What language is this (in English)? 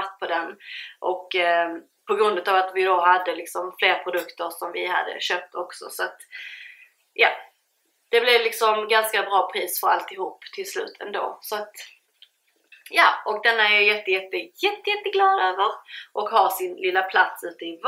Swedish